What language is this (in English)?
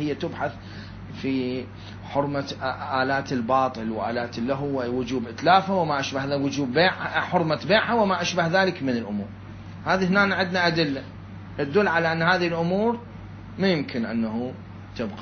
Mesopotamian Arabic